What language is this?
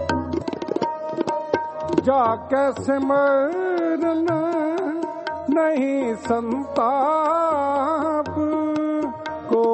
Punjabi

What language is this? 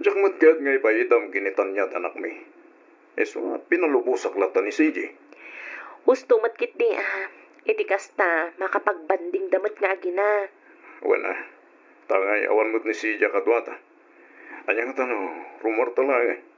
Iloko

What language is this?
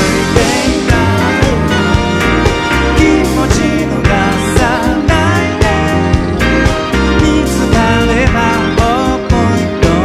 Japanese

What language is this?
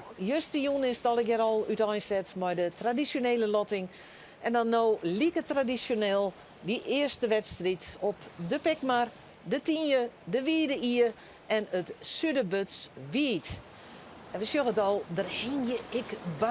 Western Frisian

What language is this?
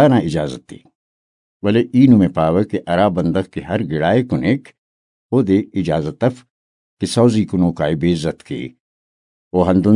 Brahui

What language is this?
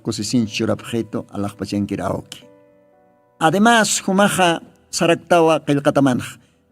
Aymara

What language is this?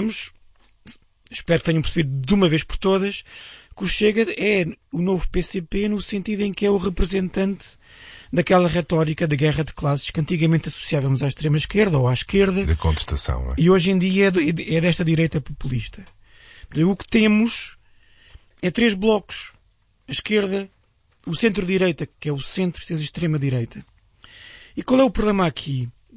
Portuguese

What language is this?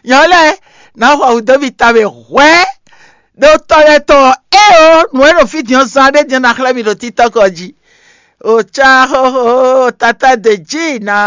Fon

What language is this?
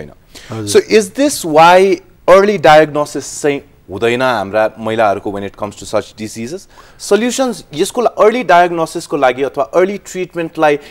Nepali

